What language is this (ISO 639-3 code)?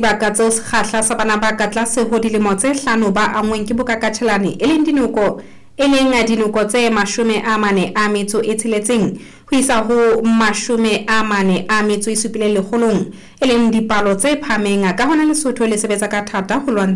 sot